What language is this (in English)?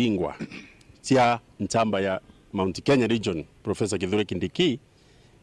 Meru